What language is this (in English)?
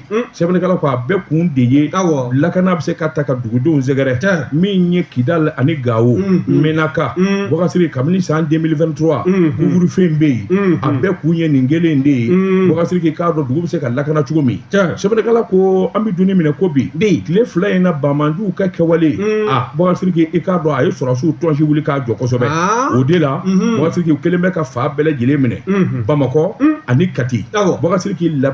Bambara